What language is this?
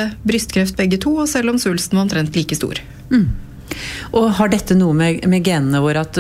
Norwegian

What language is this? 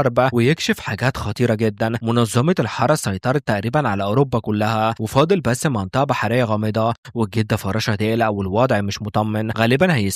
Egyptian Arabic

